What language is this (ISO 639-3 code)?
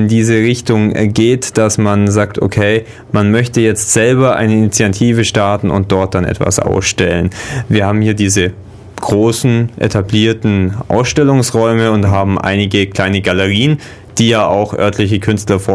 deu